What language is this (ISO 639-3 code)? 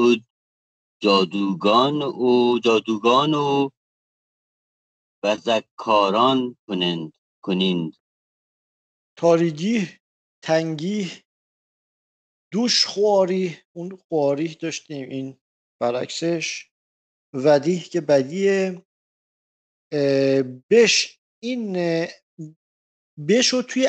fas